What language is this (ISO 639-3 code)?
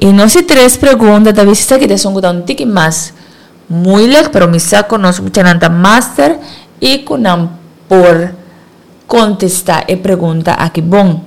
pap